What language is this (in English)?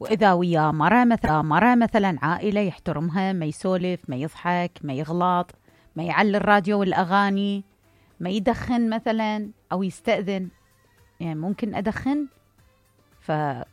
Mesopotamian Arabic